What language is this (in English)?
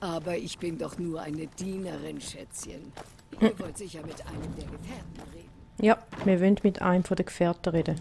Swiss German